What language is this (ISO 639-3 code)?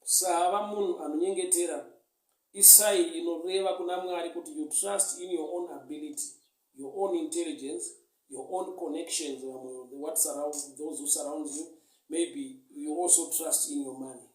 sna